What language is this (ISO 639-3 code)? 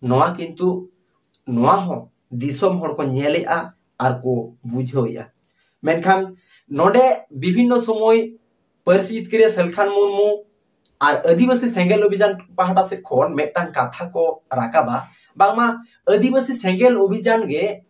sat